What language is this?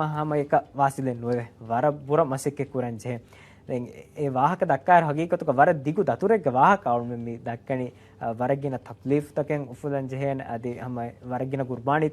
Divehi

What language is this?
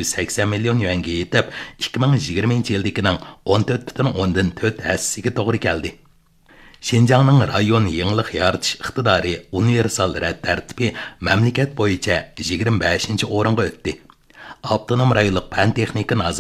Uyghur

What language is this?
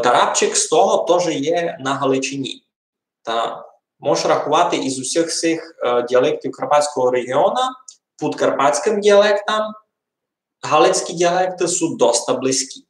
Rusyn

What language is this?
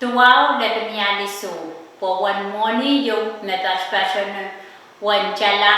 Pohnpeian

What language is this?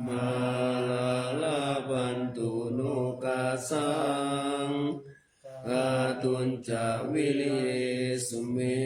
Pali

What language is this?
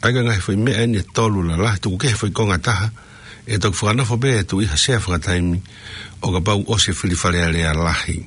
Tongan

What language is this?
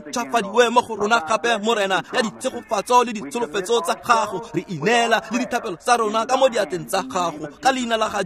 Tswana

